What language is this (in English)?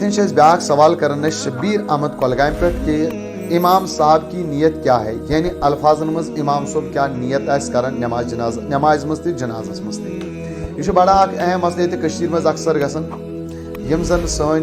Kashmiri